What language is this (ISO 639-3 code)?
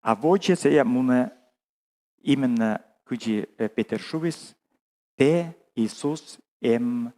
kom